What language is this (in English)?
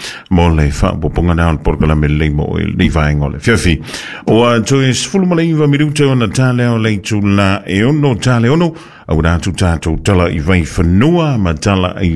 Samoan